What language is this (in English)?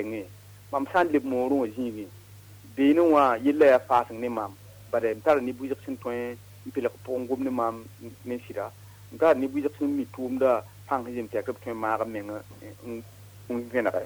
Mossi